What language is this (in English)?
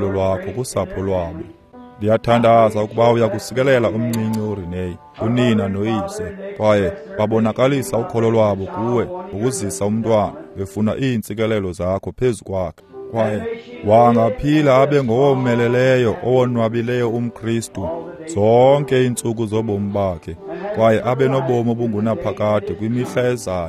Xhosa